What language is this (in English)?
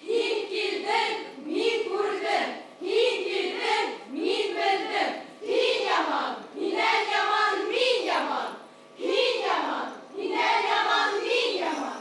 Bashkir